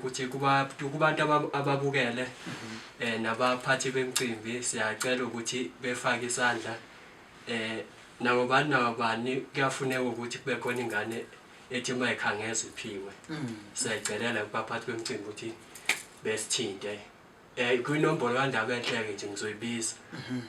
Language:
Zulu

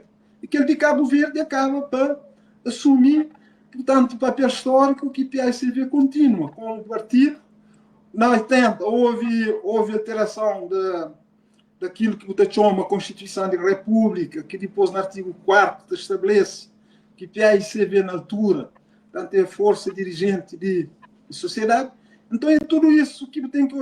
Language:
Kabuverdianu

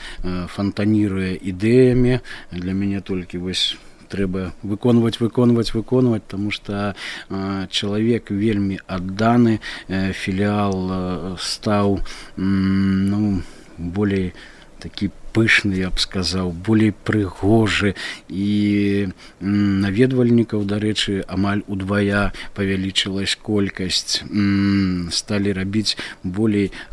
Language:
Belarusian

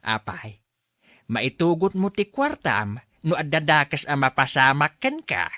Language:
Iloko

